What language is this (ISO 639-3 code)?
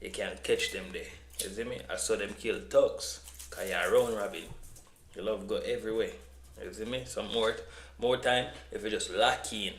jam